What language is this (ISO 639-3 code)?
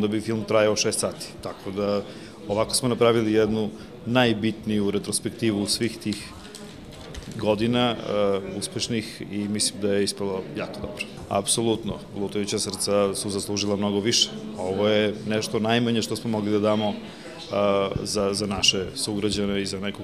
srp